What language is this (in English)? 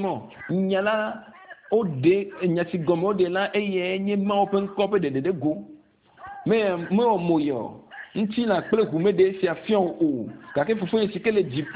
Ewe